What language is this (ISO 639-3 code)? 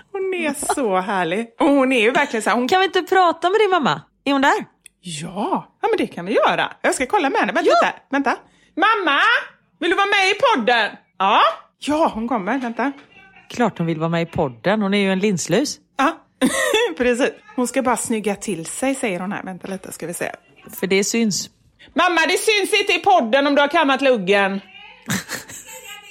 swe